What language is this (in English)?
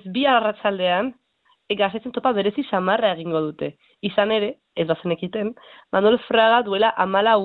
Basque